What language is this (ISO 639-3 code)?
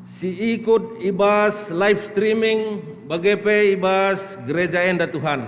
btx